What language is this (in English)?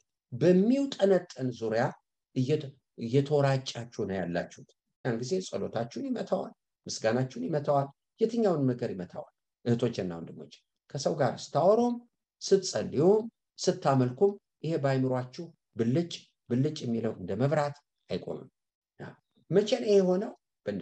Amharic